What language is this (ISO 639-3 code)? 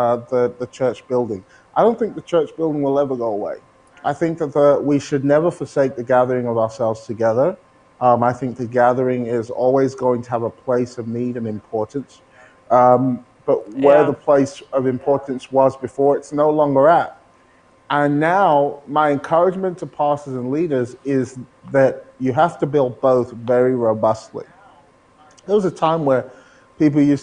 eng